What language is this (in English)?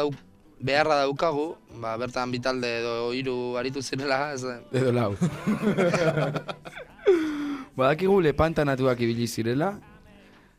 Basque